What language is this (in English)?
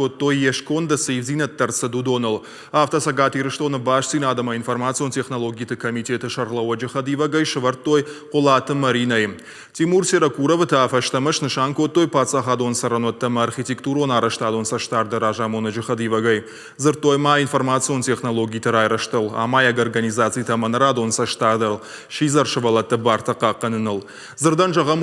Ossetic